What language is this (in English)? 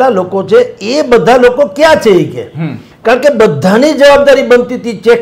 Gujarati